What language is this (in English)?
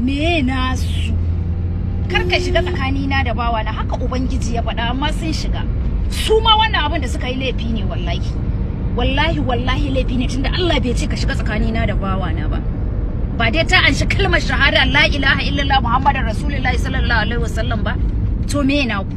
Hausa